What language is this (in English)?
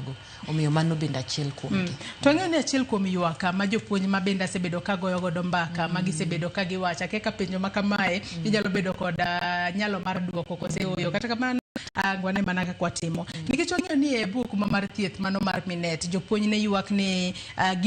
Luo (Kenya and Tanzania)